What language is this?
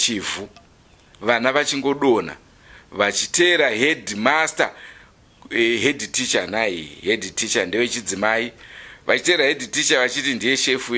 Shona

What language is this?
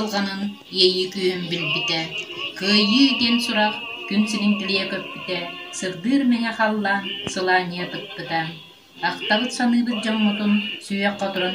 Yakut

